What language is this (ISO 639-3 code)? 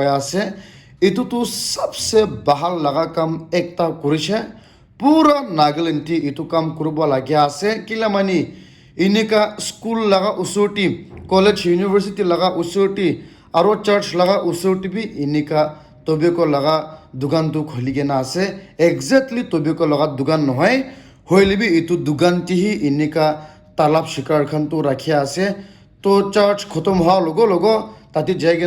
nag